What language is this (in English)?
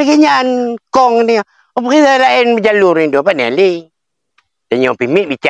Achinese